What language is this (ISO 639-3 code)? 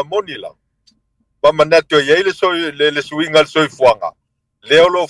smo